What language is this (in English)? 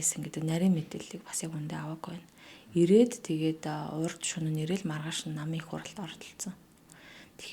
Mongolian